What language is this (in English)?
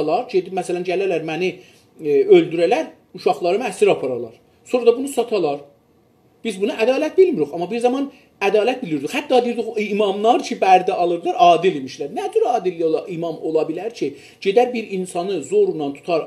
South Azerbaijani